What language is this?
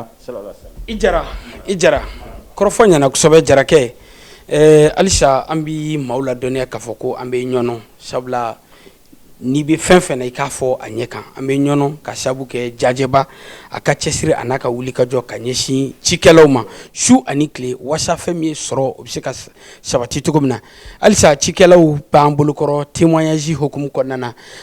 Bambara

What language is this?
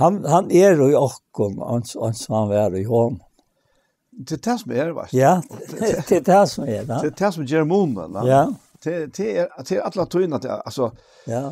Faroese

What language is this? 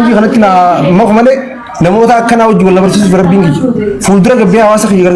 Oromo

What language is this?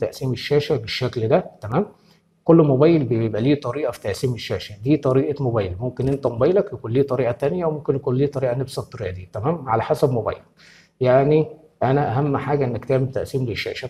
Egyptian Arabic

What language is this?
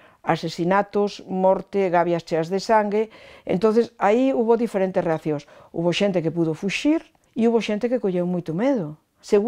Galician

